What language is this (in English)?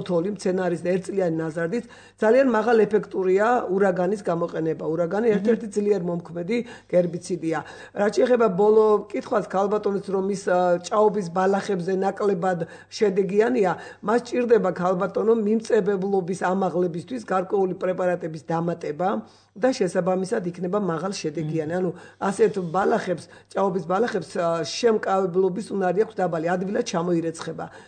Georgian